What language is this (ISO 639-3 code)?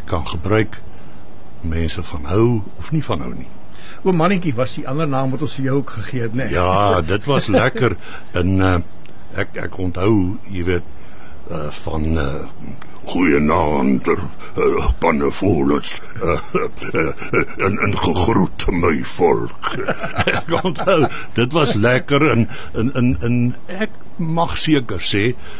afr